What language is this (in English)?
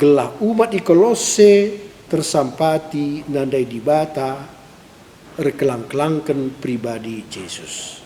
Batak Karo